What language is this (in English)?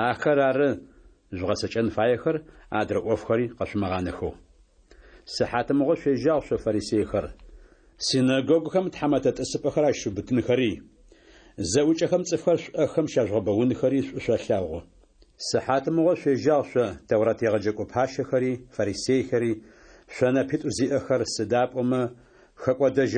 Adyghe